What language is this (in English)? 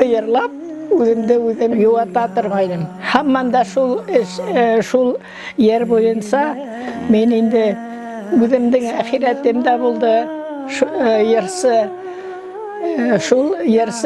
Bashkir